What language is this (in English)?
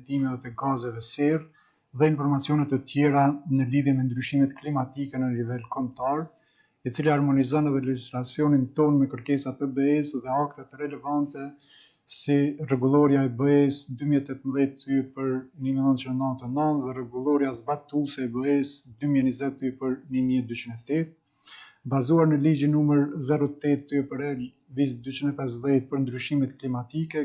Albanian